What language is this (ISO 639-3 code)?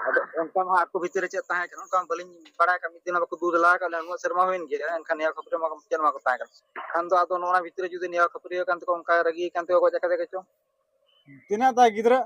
sat